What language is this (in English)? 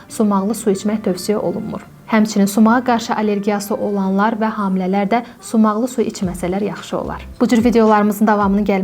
Azerbaijani